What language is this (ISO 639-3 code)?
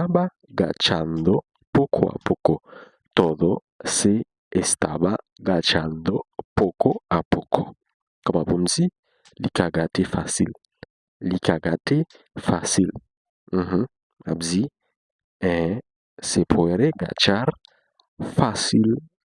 hat